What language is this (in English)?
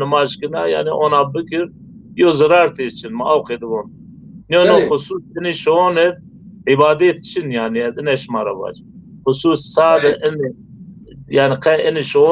Zaza